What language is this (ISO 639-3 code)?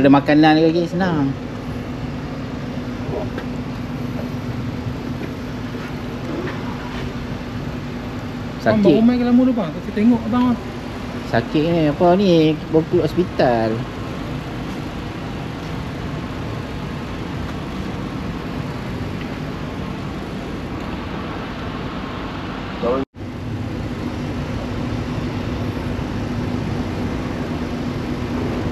msa